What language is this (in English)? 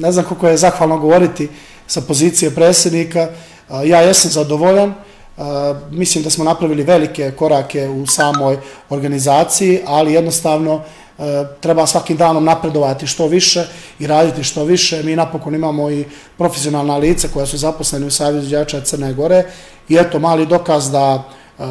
Bosnian